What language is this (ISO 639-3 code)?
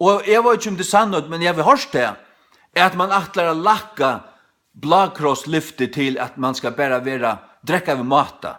fao